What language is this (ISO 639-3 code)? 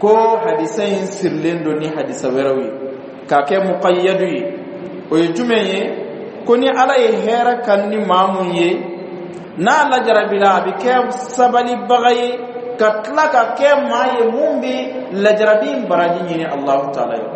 bam